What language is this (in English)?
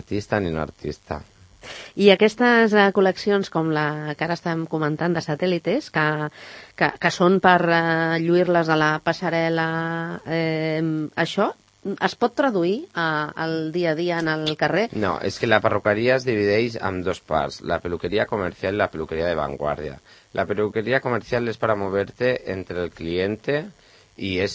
Catalan